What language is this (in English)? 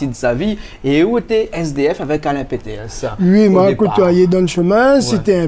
Réunion Creole French